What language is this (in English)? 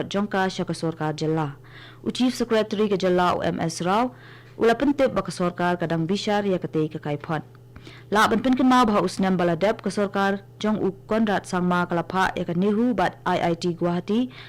Khasi